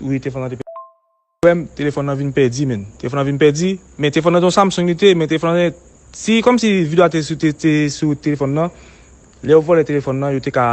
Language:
Haitian Creole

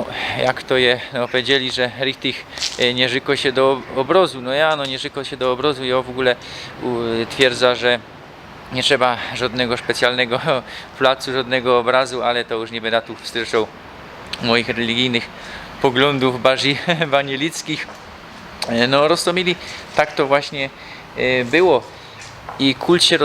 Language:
Silesian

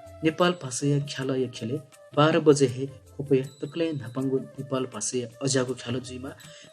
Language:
Newari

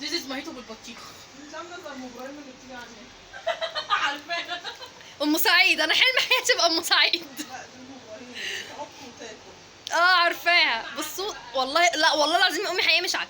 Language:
Egyptian Arabic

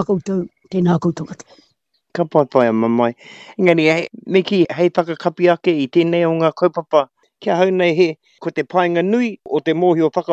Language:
Māori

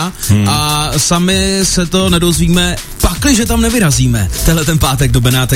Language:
Czech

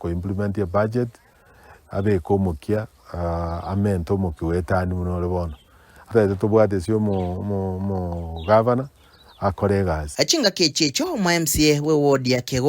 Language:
Gusii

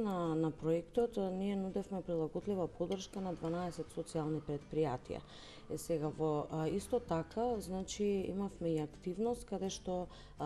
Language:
Macedonian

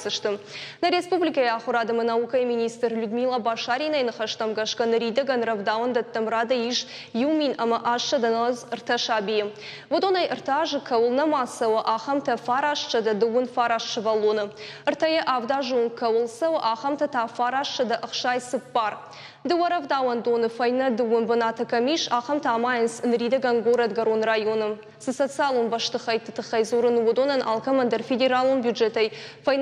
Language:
Ossetic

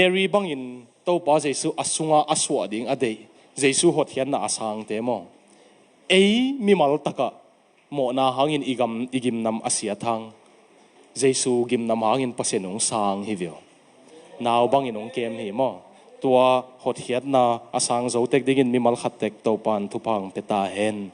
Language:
Tedim Chin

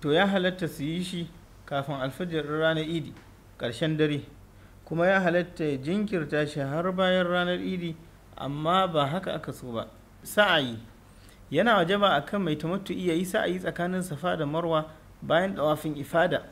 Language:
Hausa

